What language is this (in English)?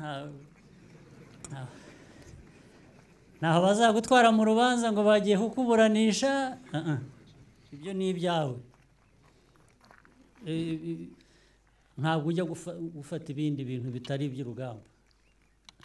Kinyarwanda